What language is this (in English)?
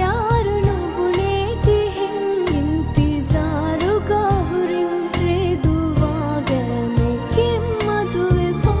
Divehi